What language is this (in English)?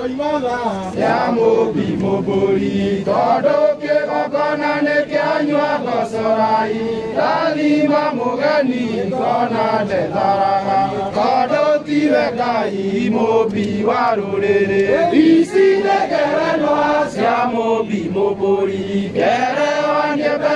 Kikuyu